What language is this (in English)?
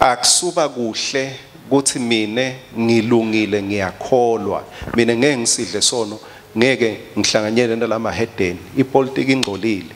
Swati